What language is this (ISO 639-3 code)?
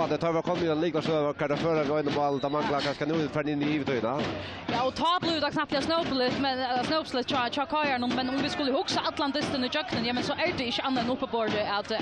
fao